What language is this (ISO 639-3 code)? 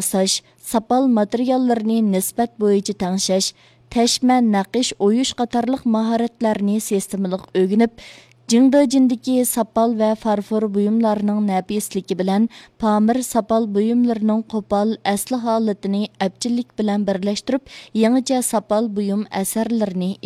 uig